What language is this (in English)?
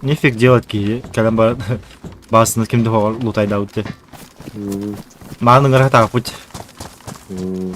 Yakut